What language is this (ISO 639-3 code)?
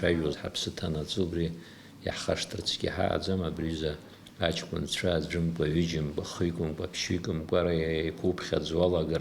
abk